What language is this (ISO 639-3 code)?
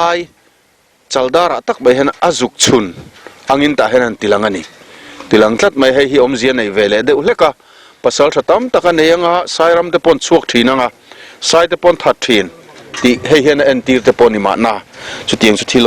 lus